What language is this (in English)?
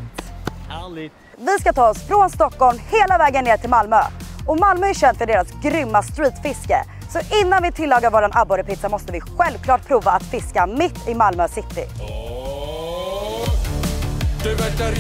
Swedish